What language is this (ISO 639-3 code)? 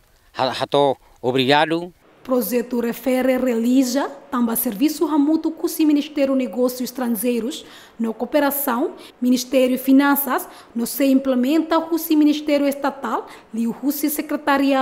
tet